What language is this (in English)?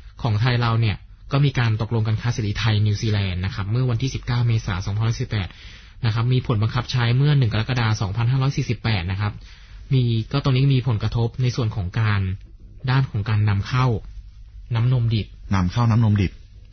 Thai